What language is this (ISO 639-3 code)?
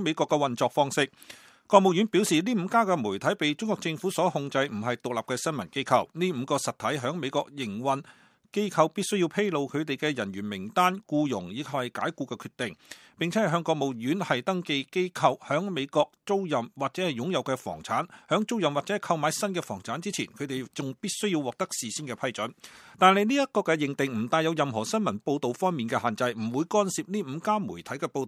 yue